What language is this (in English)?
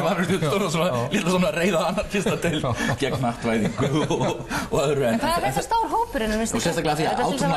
Icelandic